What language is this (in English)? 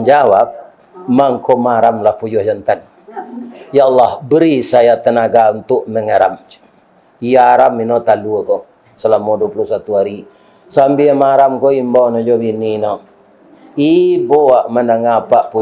Minangkabau